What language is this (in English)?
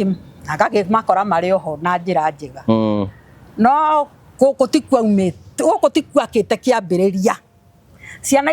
Kikuyu